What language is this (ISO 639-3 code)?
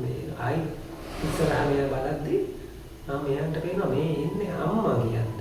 sin